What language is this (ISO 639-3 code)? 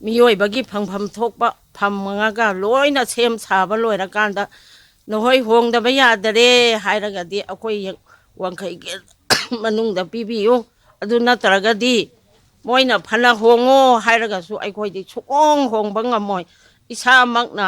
mni